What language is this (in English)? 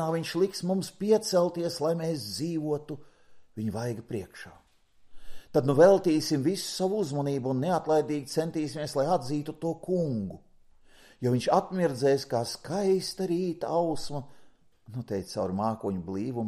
Latvian